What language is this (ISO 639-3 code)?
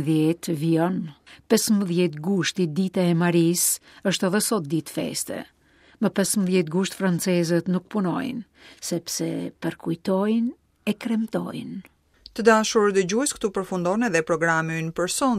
sqi